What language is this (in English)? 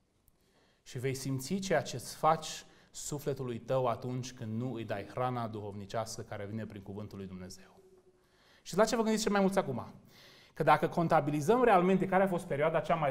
Romanian